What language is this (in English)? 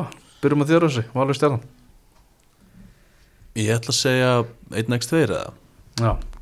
Icelandic